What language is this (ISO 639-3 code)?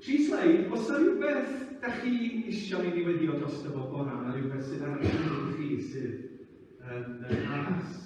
cym